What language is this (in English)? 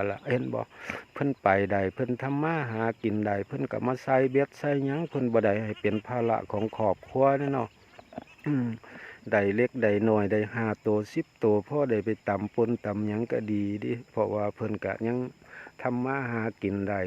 Northeastern Thai